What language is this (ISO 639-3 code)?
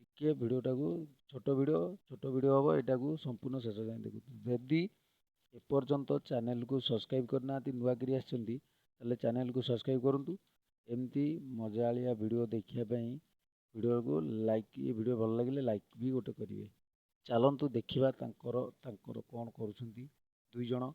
ori